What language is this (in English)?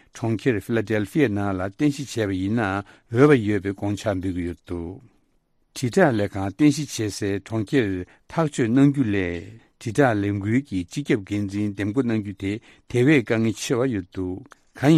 Tibetan